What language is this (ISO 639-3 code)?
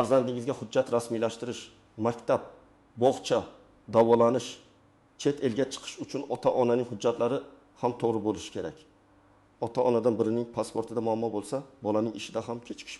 uzb